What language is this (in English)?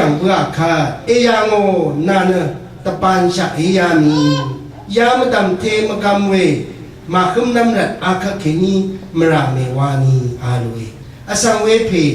Rawang